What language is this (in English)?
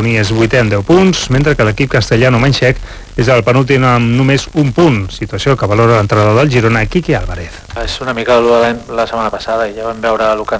Catalan